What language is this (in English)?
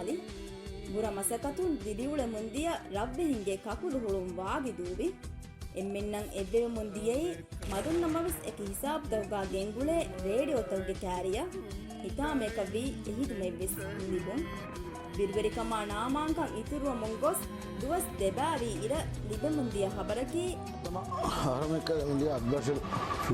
Divehi